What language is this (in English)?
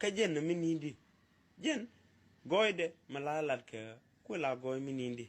Nuer